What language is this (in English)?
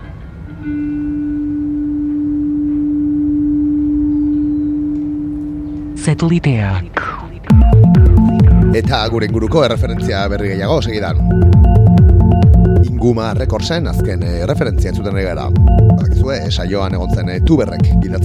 Basque